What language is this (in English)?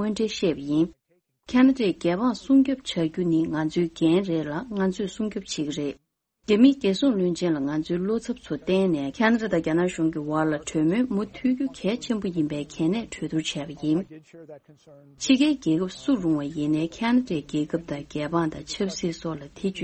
Tibetan